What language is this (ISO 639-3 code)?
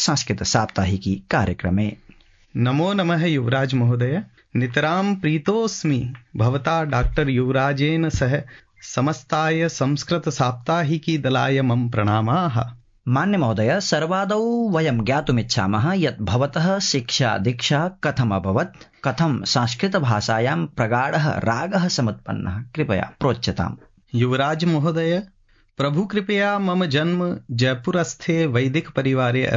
san